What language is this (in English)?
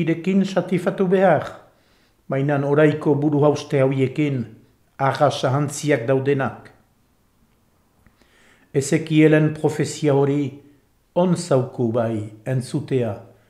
Basque